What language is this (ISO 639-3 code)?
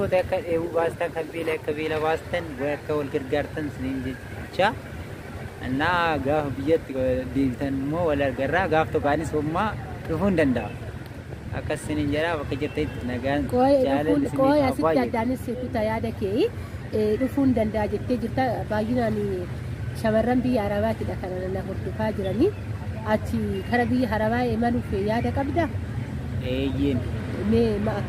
orm